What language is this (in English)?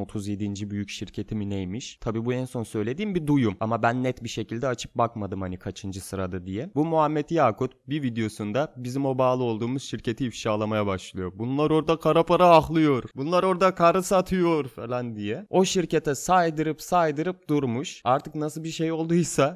Turkish